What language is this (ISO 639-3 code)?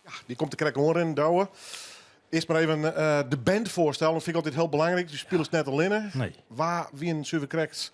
fry